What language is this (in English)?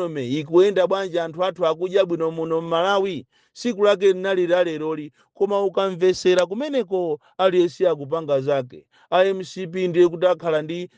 Nyanja